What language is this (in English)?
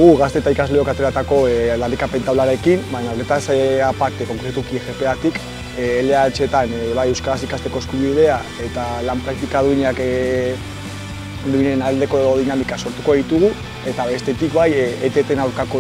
Basque